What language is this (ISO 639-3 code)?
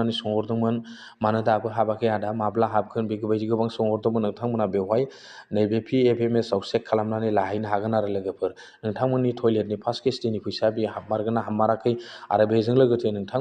brx